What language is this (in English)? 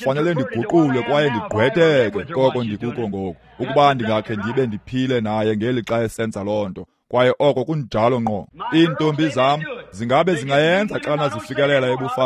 Xhosa